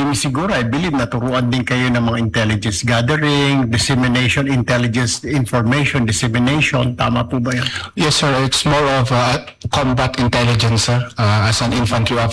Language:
Filipino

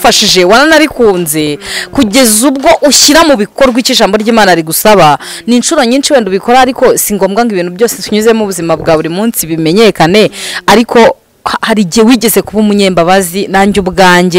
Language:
Kinyarwanda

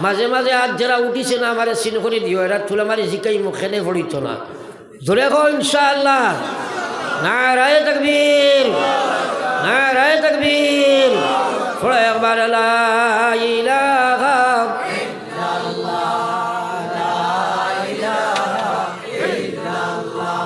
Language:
Sylheti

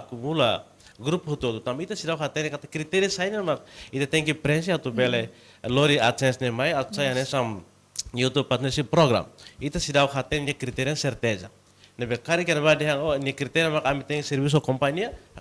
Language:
Tetum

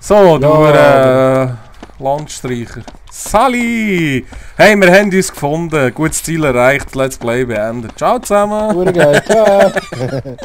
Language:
Swiss German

